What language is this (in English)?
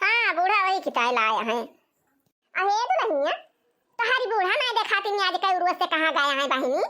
Awadhi